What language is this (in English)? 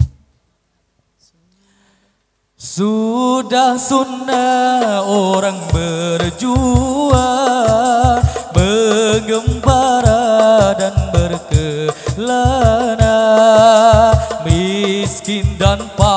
Malay